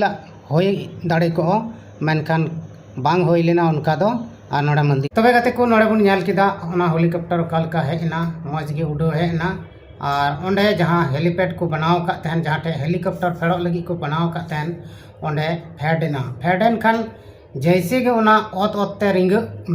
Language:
Santali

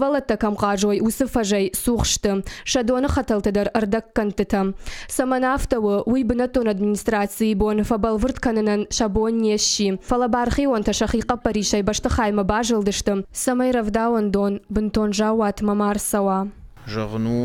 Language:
Ossetic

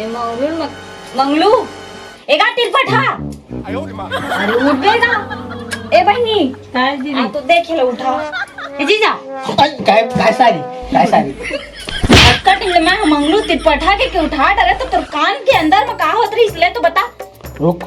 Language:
Chhattisgarhi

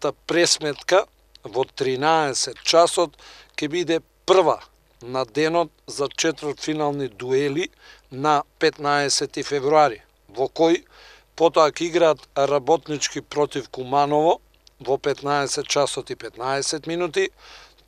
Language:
Macedonian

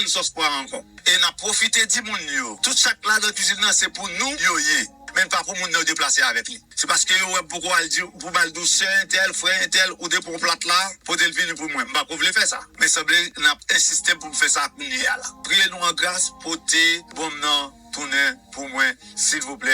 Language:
Haitian Creole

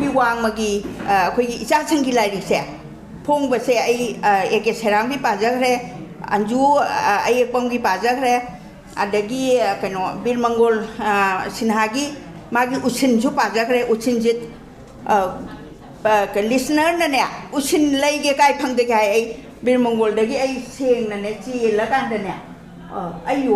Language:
Manipuri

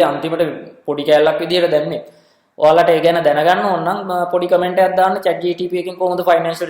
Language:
Sinhala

